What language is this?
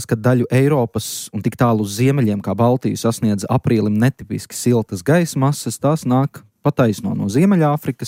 Latvian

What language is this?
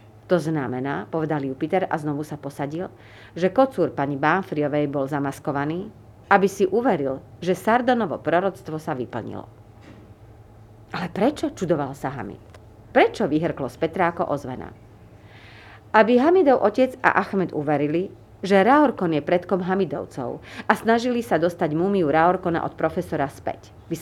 Slovak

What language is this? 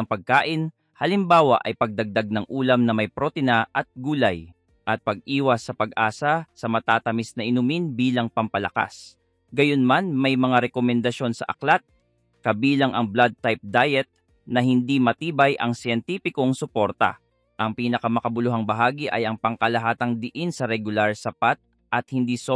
Filipino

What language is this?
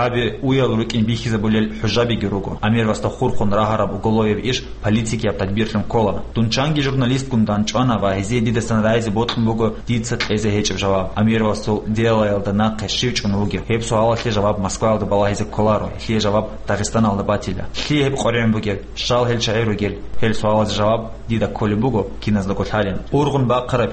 Avaric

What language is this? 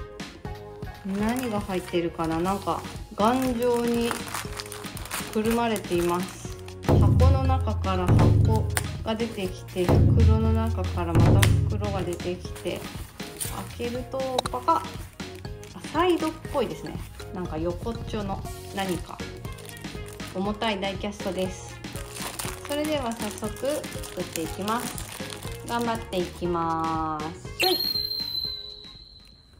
Japanese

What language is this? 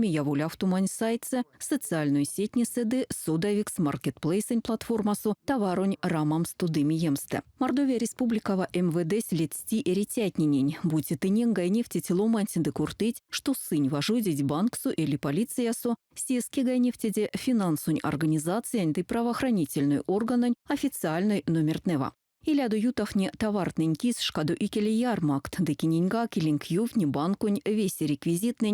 Erzya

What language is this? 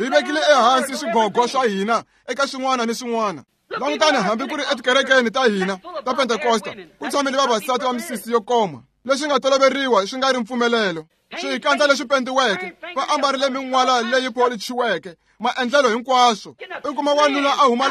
Tsonga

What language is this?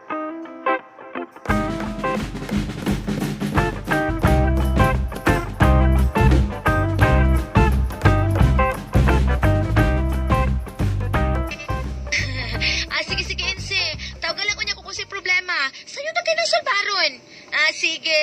Cebuano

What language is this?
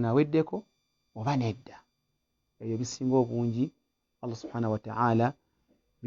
Ganda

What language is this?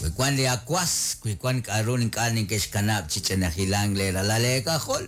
Kekchí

